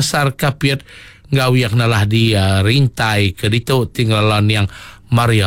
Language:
Iban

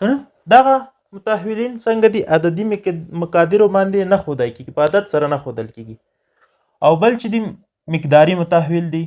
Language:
Pashto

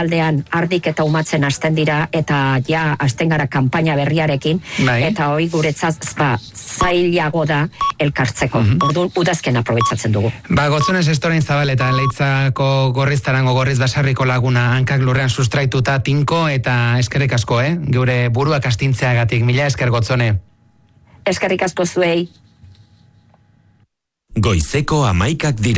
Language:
Basque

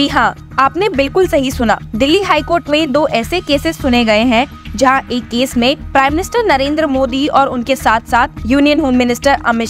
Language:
Hindi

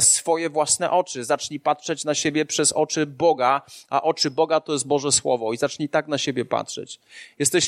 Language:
Polish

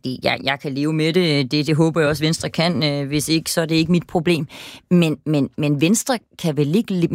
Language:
Danish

